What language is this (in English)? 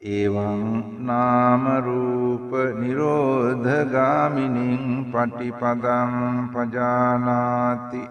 Sinhala